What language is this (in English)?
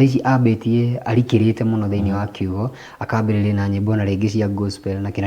Kikuyu